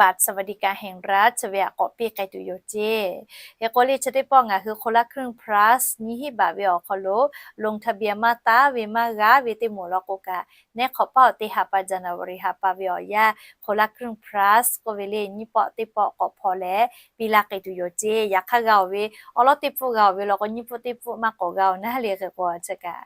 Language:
Lahu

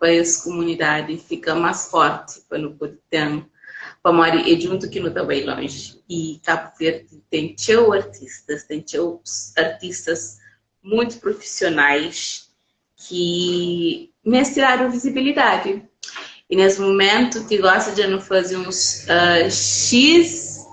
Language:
Kabuverdianu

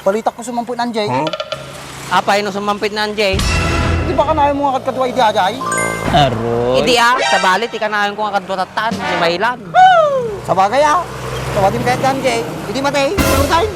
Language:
Iloko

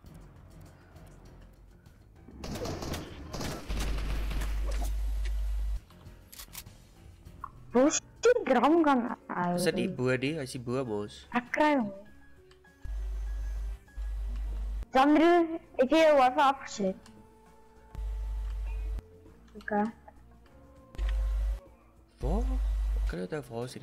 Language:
Afrikaans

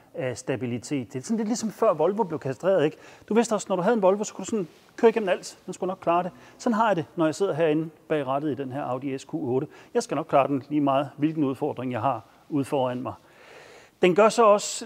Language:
Danish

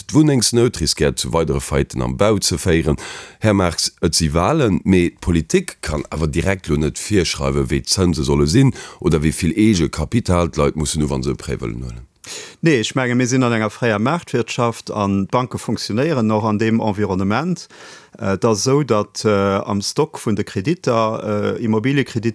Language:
Luxembourgish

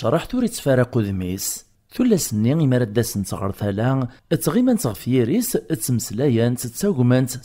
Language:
Kabyle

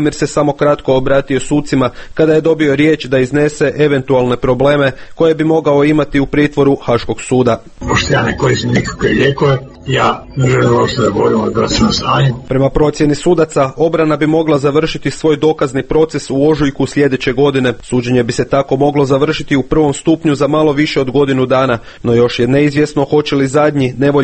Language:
Croatian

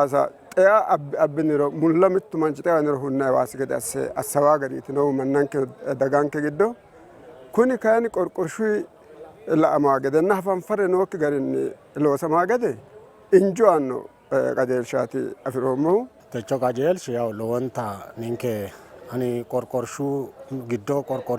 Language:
Sidamo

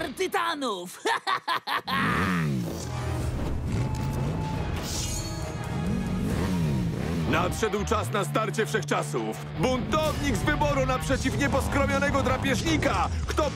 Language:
Polish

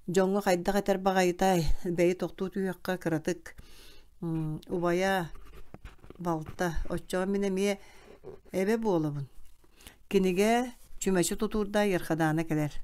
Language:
Yakut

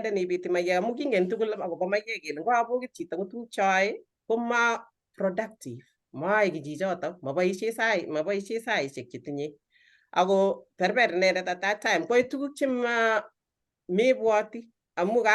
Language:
Kalenjin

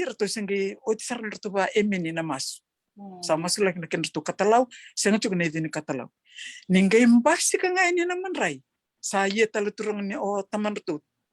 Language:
Fijian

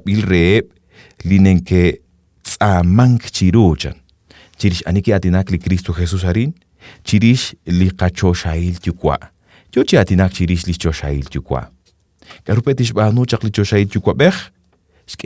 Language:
Kekchí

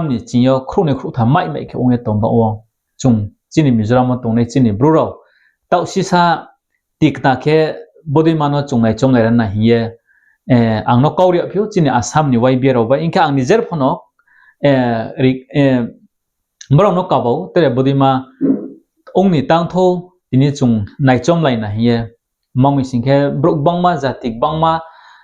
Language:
Riang (India)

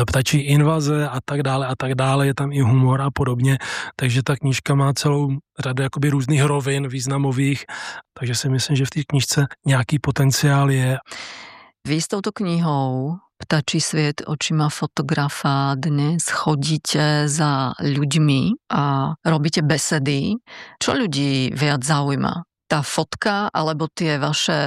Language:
Czech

